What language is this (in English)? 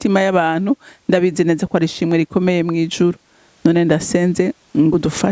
Rundi